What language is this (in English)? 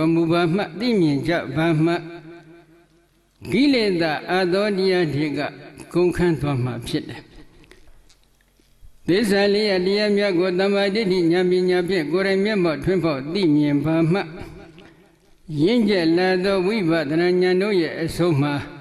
Burmese